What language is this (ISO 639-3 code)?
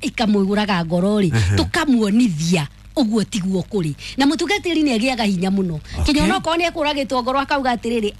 kik